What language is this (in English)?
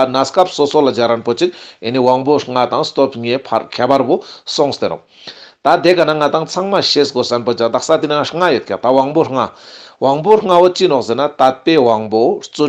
Ladakhi